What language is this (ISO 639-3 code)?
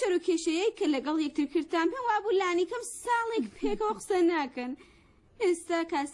ckb